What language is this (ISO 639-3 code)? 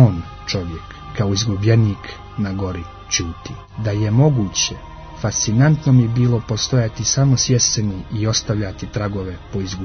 hrv